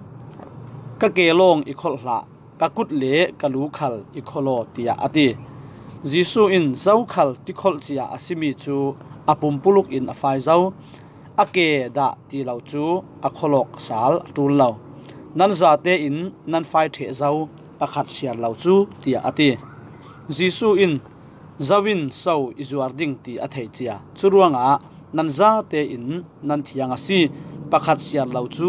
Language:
Falam Chin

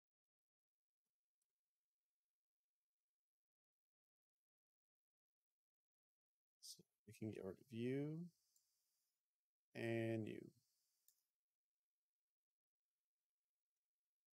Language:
English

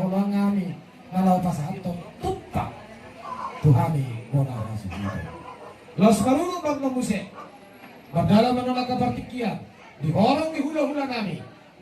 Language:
Batak Toba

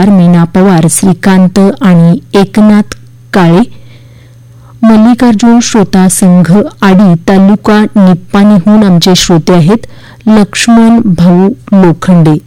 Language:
Marathi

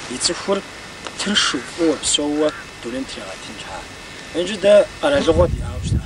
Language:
Kabardian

